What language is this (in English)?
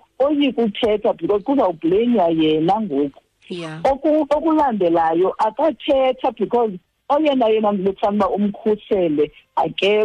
Xhosa